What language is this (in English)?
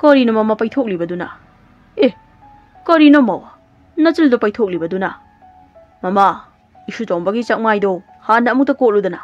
Manipuri